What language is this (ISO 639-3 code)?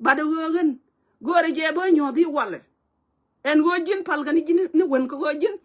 nus